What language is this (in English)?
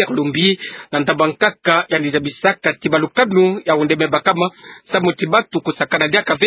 Kituba (Democratic Republic of Congo)